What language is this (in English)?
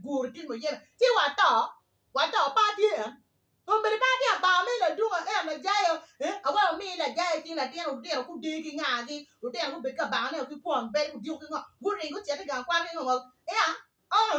Acoli